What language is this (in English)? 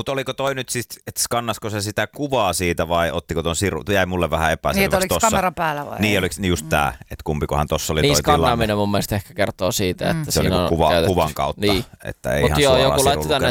Finnish